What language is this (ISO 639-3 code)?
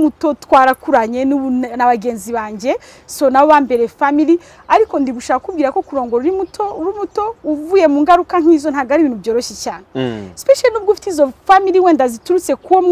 kin